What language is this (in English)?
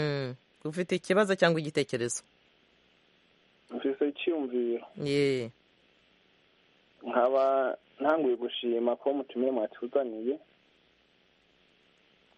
Kinyarwanda